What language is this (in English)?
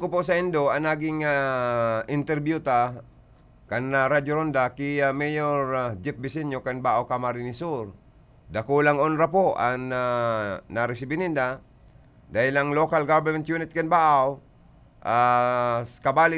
Bikol